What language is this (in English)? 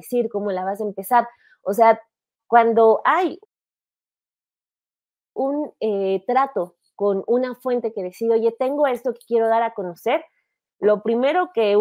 Spanish